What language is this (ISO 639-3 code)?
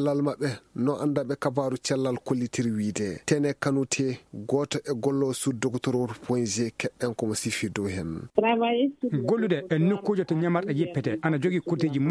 ful